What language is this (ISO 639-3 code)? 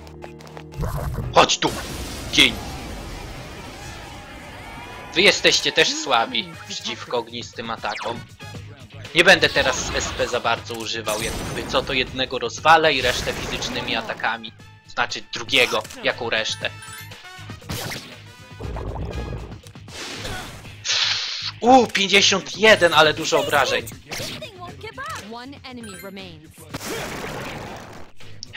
pol